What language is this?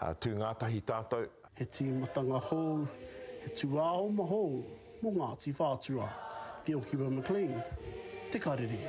Māori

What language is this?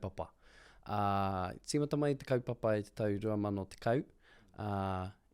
Māori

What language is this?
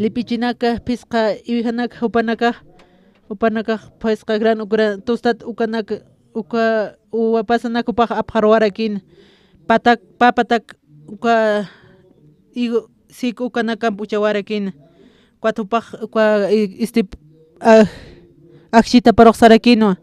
Aymara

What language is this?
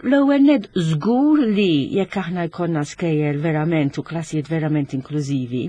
Maltese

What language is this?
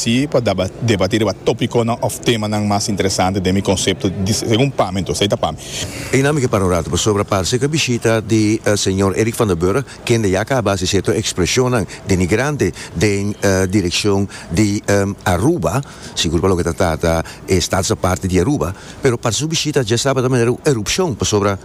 Papiamento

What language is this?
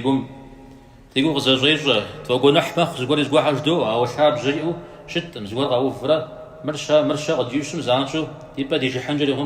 Kabardian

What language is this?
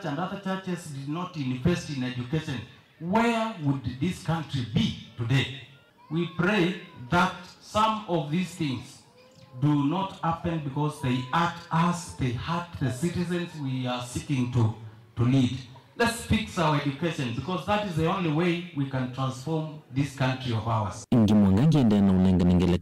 Kamba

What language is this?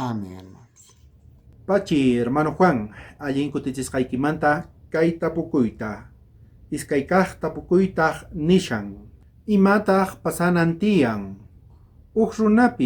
South Bolivian Quechua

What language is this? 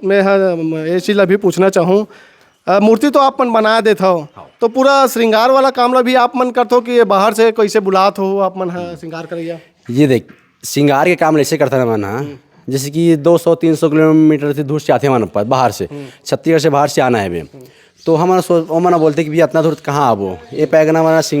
Chhattisgarhi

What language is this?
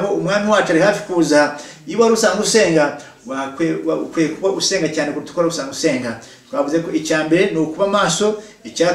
Kinyarwanda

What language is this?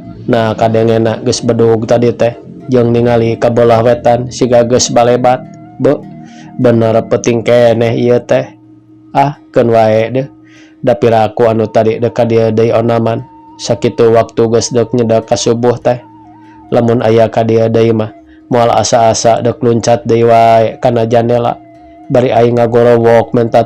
Sundanese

